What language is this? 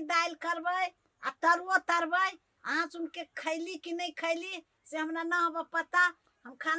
Maithili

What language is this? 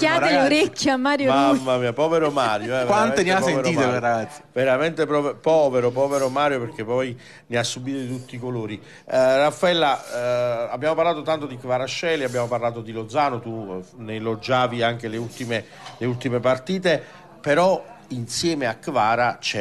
Italian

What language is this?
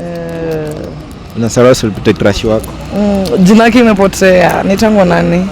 Swahili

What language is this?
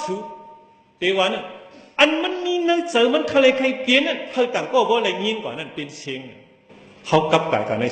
Shan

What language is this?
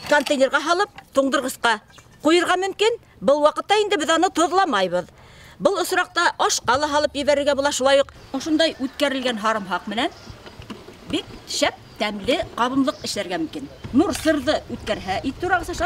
Bashkir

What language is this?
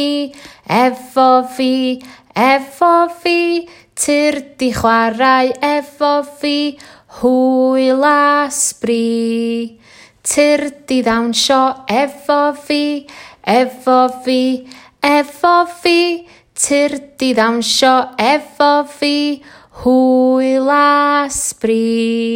Welsh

